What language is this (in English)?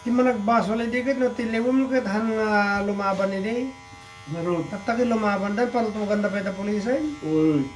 Iloko